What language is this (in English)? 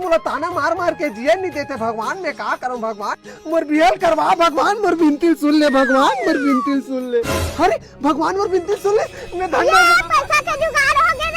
Chhattisgarhi